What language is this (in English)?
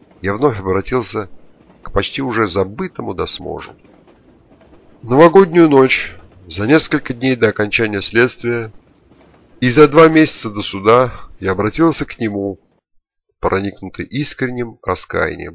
Russian